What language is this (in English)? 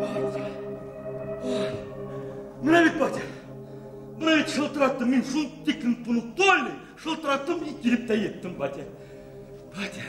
Bashkir